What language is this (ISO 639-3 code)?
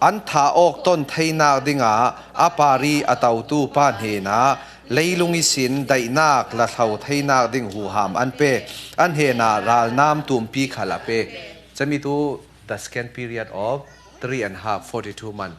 cfm